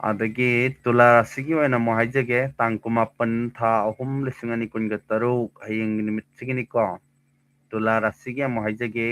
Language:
Manipuri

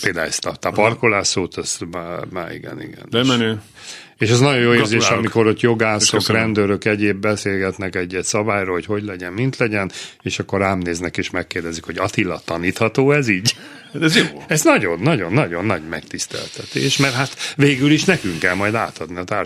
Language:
Hungarian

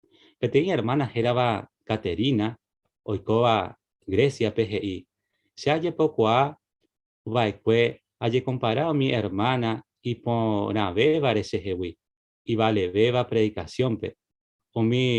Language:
Guarani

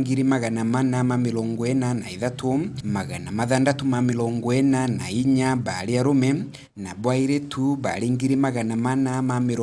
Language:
Meru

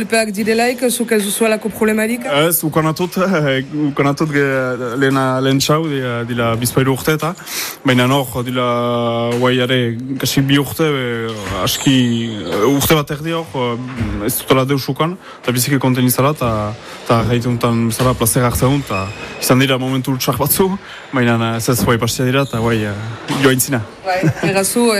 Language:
Basque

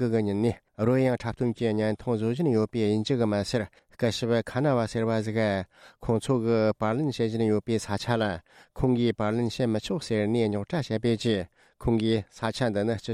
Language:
Tibetan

